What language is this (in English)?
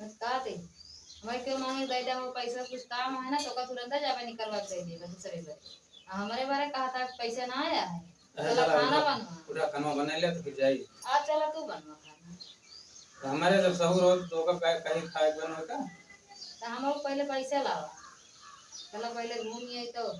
Awadhi